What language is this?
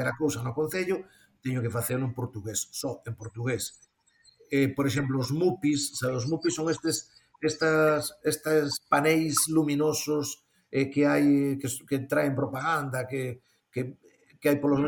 Galician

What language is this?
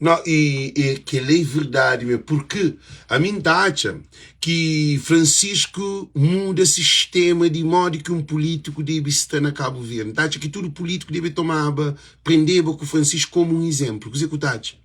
Kabuverdianu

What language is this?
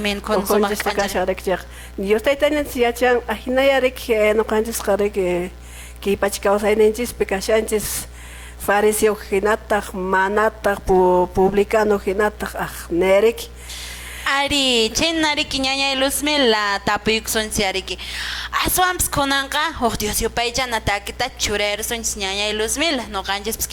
Quechua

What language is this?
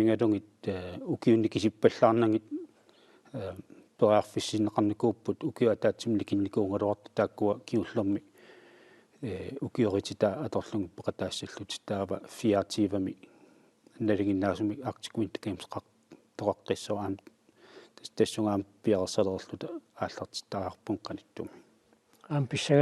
Kalaallisut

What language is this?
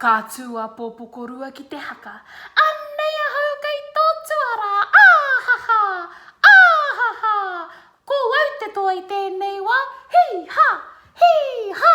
Māori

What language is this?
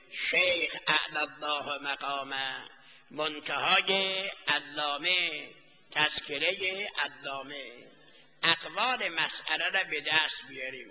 Persian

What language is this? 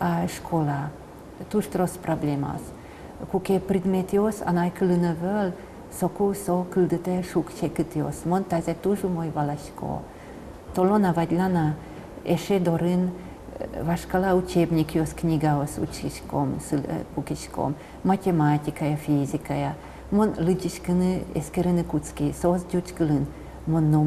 Udmurt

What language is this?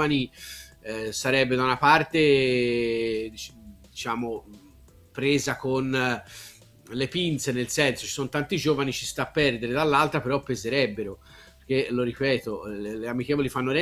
Italian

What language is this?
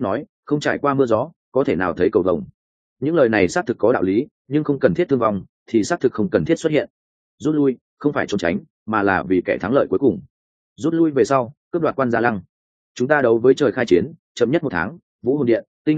Vietnamese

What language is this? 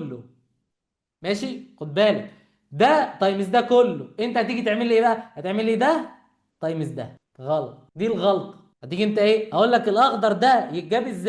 Egyptian Arabic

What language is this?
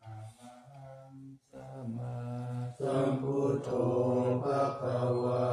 Pali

